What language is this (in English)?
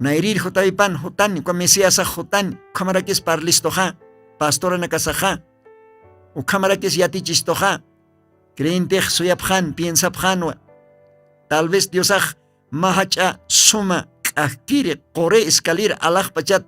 Aymara